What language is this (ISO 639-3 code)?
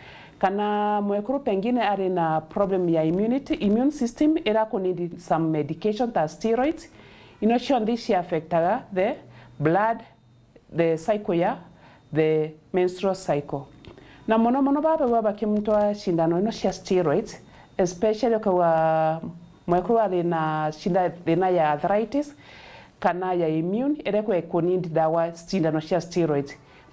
mer